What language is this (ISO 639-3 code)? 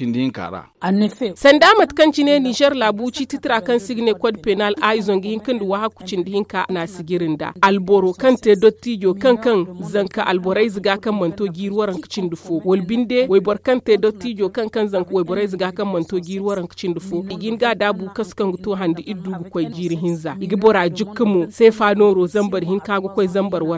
dje